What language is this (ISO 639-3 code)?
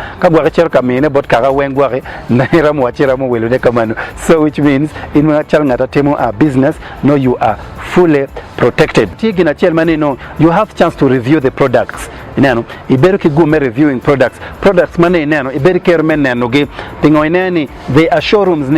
ach